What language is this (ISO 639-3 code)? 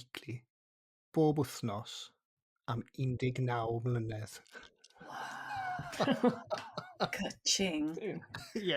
cym